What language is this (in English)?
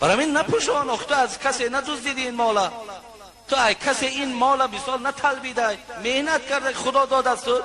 Tajik